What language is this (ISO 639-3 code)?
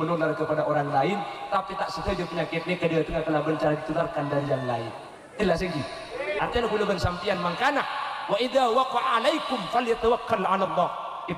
mad